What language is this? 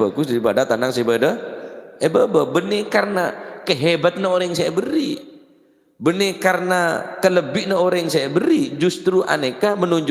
Madurese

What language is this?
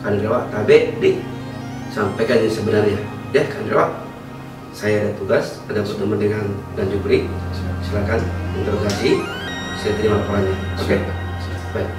Makassar Malay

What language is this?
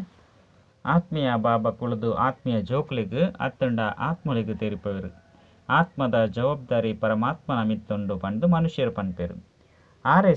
Tulu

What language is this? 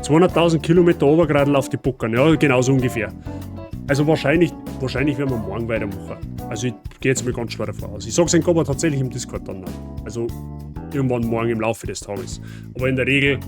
Bavarian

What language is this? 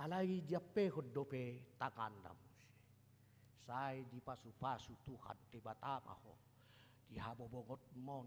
Batak Toba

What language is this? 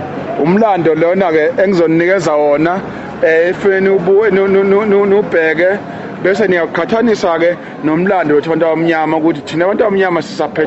Zulu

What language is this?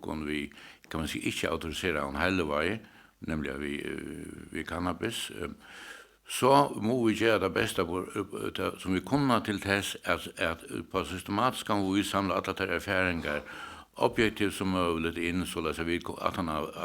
Faroese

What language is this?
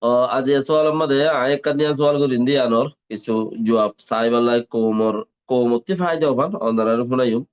Rohingya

